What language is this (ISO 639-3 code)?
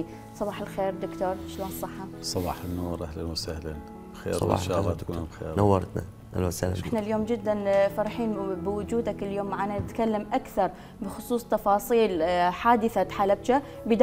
acm